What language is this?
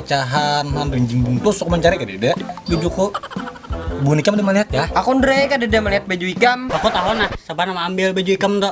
Banjar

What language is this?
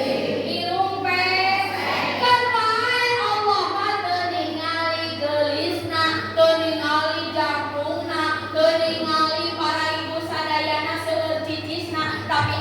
Sundanese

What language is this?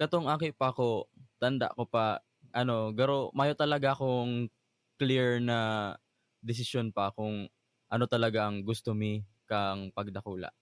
Bikol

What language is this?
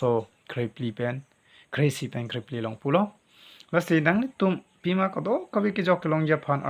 Karbi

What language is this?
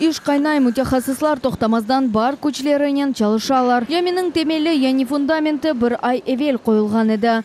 Crimean Tatar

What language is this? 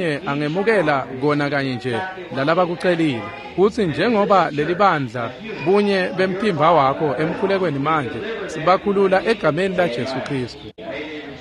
Swati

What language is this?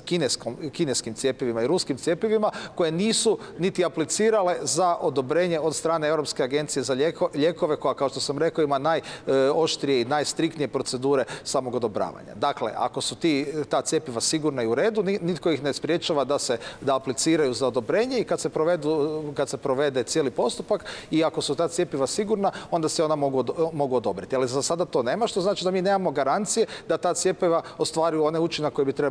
Croatian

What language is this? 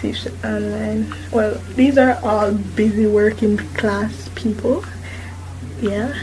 Jamaican Creole English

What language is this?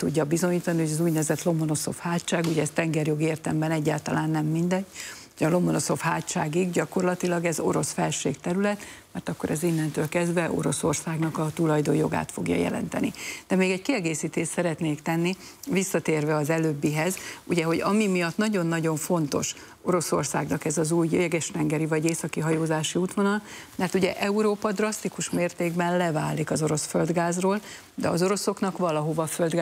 Hungarian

